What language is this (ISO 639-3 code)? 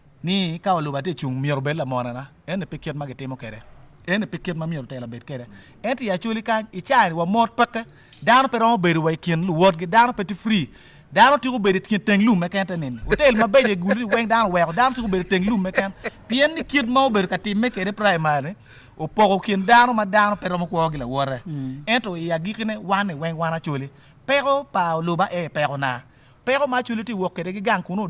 ach